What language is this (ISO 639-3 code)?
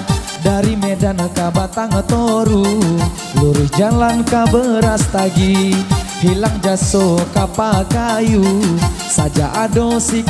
min